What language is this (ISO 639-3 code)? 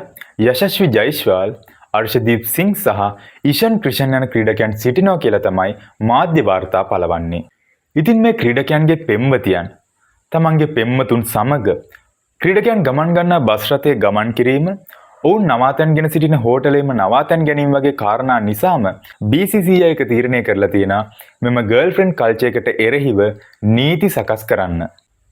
sin